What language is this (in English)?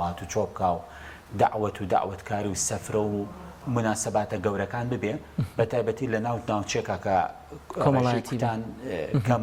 Central Kurdish